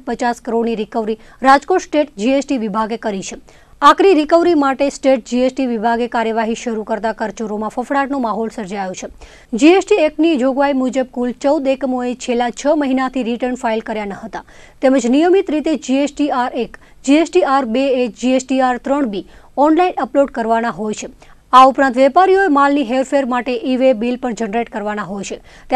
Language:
Gujarati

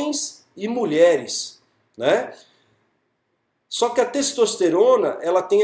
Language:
Portuguese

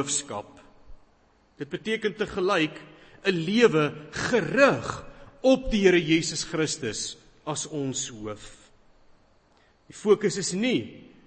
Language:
Afrikaans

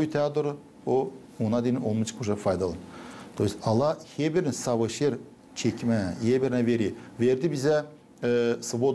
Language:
Gagauz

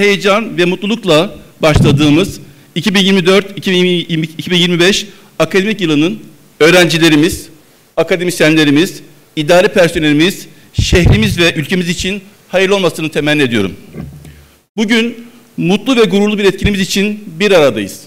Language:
Turkish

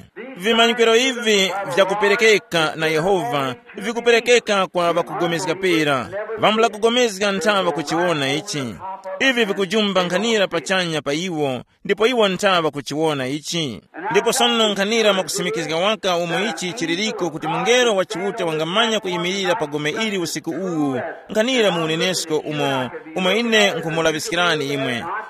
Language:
Tumbuka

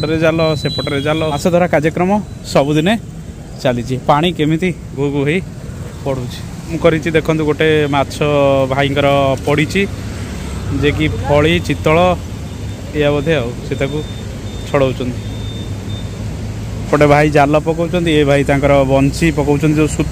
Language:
Odia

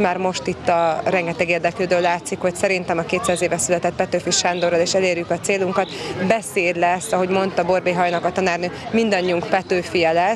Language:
Hungarian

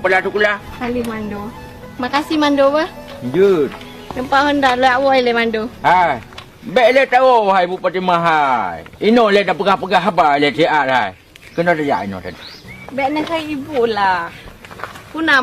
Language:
Achinese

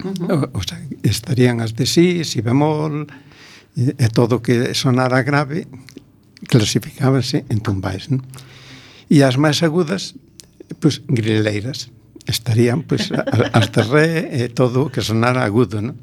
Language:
Galician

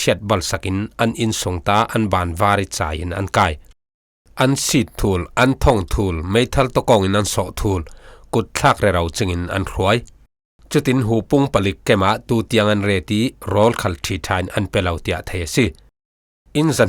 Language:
Falam Chin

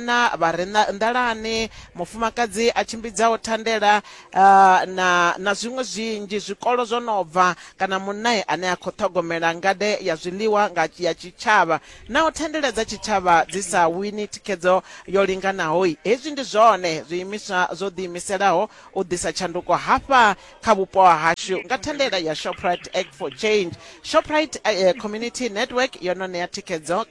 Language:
Venda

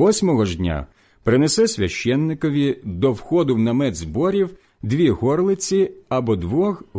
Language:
Ukrainian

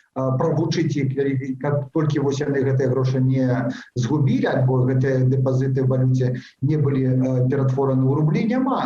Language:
Belarusian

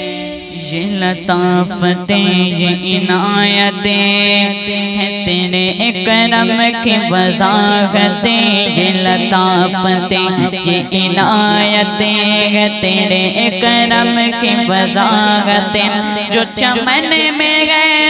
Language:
Urdu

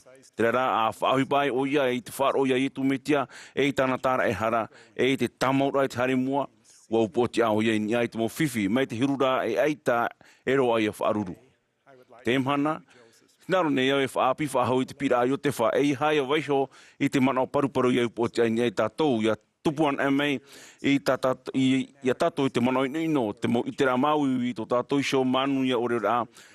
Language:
Tahitian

